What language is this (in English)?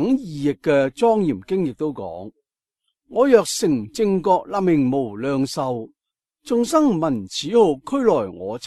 Cantonese